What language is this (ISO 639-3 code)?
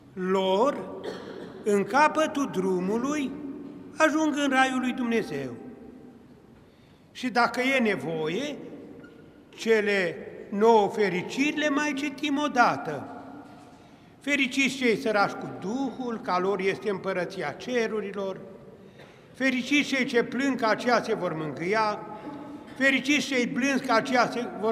ron